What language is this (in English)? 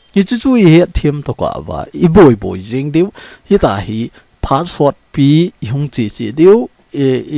Thado Chin